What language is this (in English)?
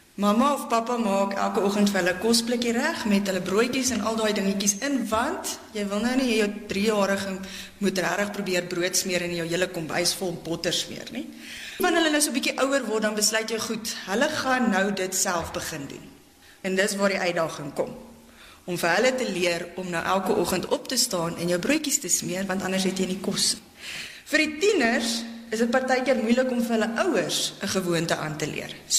Afrikaans